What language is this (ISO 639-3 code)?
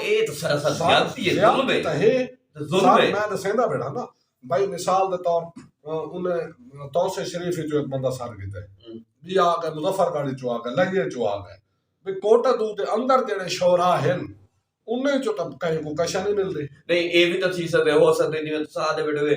skr